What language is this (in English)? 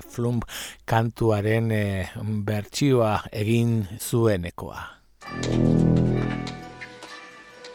Basque